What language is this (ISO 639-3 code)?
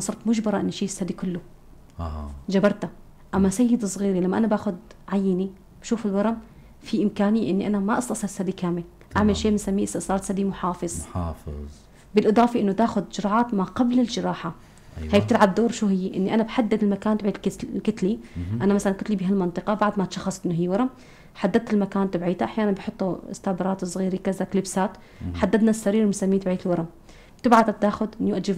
apc